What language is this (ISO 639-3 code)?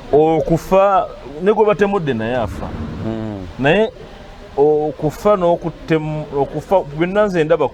lug